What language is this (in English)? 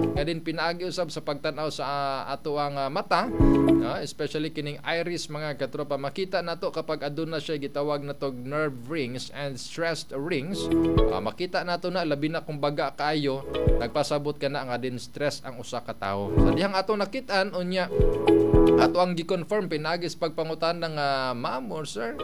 Cebuano